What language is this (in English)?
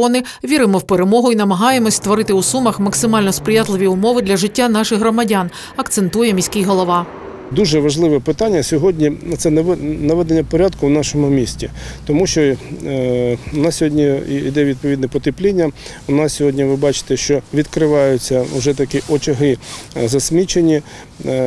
Ukrainian